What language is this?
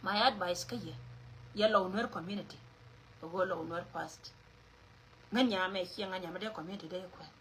Nuer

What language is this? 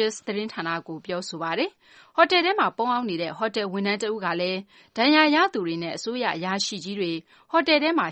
Burmese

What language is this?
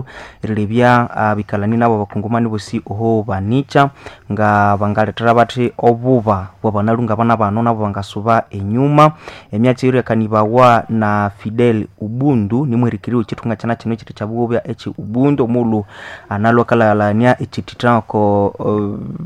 Nande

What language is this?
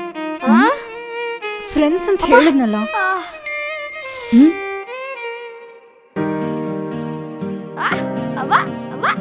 Kannada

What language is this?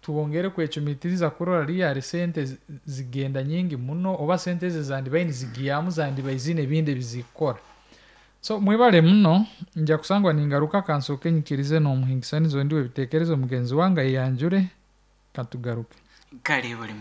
Nyankole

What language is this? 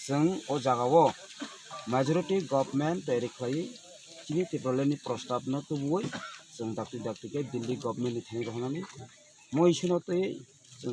Kok Borok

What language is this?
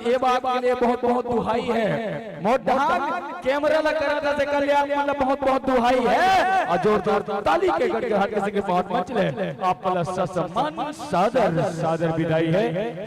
Chhattisgarhi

